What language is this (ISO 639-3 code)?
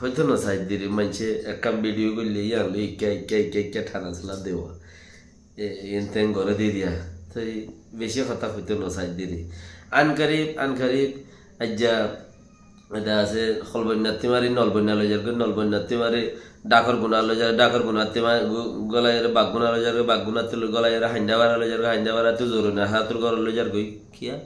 rhg